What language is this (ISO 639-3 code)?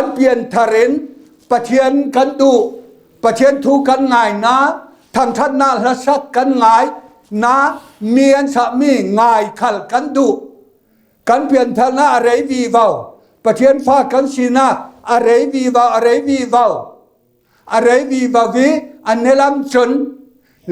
cfm